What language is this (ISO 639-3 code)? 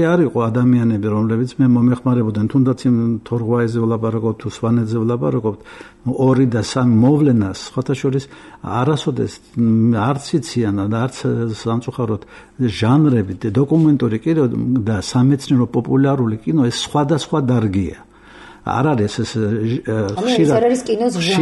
kat